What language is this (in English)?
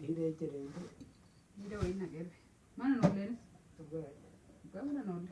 Oromo